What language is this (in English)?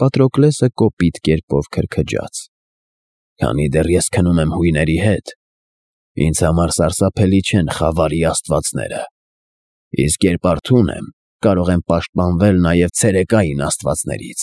Armenian